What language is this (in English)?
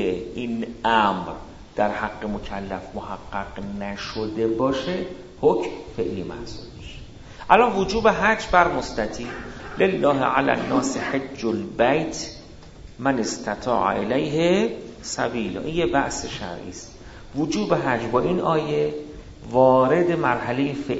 Persian